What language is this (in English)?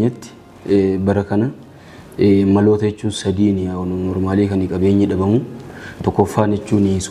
Oromo